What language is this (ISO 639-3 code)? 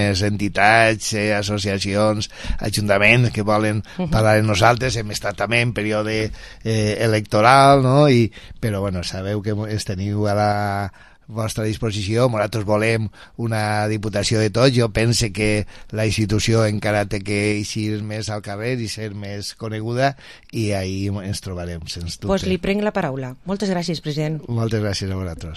cat